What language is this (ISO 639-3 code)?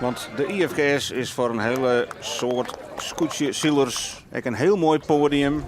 fry